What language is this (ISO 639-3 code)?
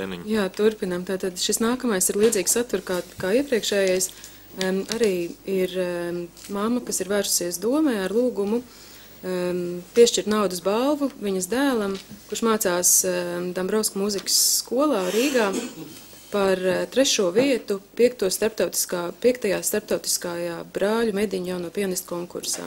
lav